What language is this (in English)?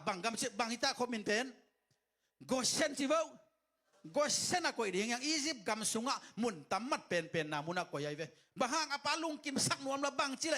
Tedim Chin